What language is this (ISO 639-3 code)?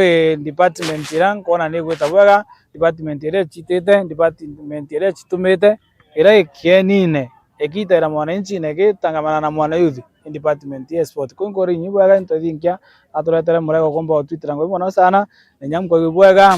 mer